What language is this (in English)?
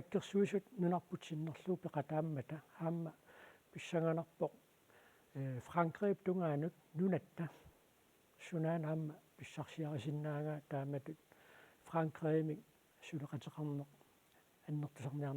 Kalaallisut